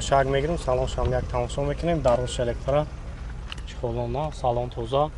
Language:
Tajik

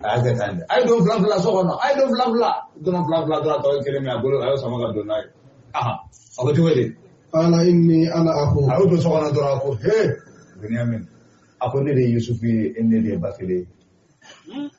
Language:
Bambara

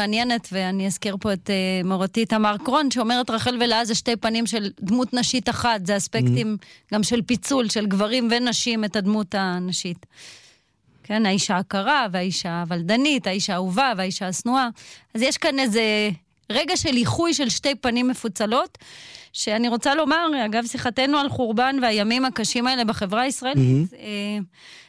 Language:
Hebrew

